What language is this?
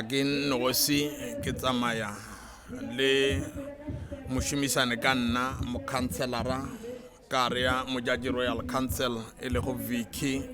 Northern Sotho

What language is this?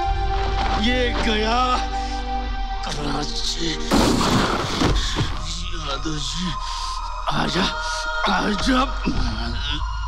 Hindi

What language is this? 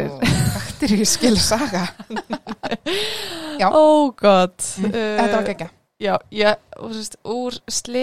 Icelandic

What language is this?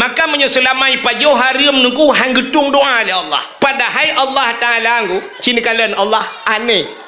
Achinese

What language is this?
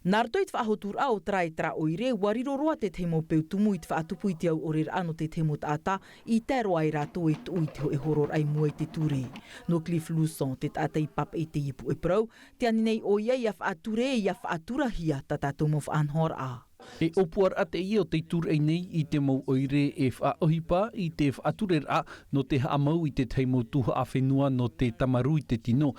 Tahitian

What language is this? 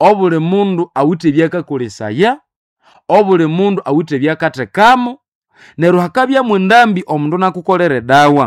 Nande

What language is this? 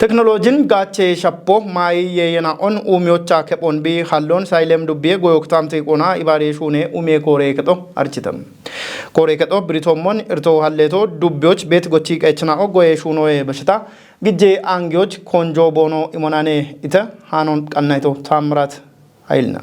Kafa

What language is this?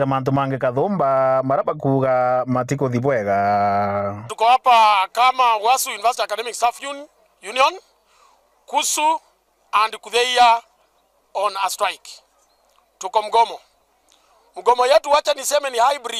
Meru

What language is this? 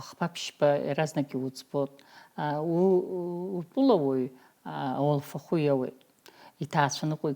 Abkhazian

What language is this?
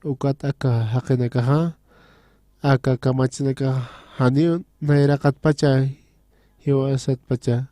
Aymara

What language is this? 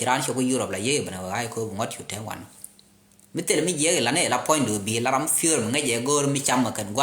Nuer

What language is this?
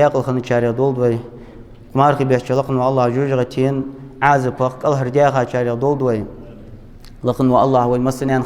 Ingush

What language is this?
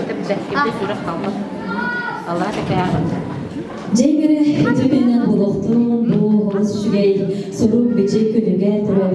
Yakut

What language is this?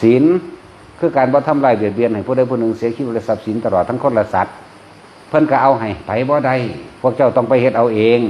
Northeastern Thai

